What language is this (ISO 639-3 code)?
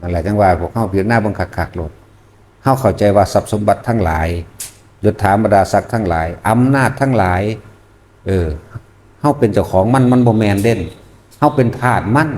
tts